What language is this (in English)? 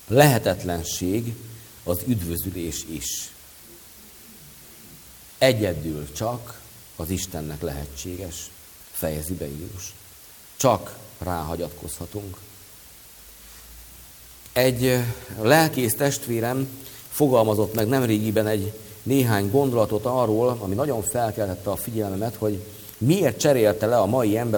Hungarian